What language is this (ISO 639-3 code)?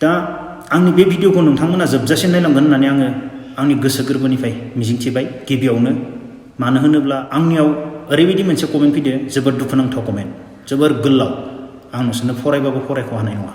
brx